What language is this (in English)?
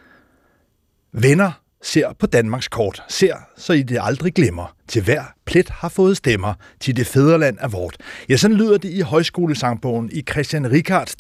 Danish